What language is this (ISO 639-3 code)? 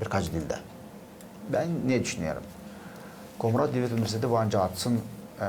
gag